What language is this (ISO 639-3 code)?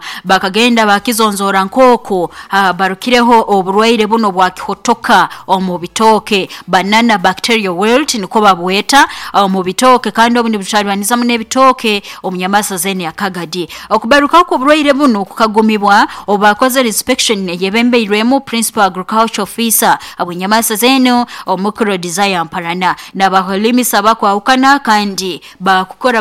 nyo